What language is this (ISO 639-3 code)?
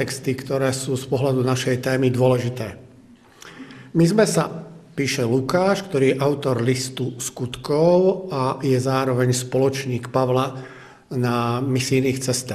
slk